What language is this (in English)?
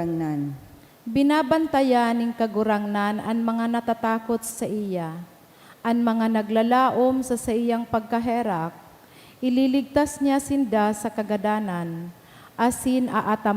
Bikol